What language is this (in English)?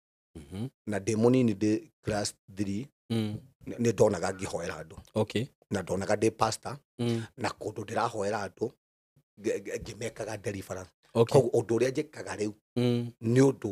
Kikuyu